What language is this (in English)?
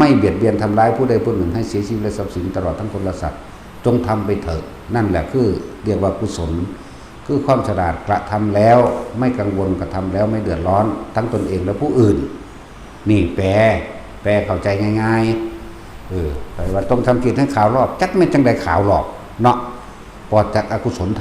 Northeastern Thai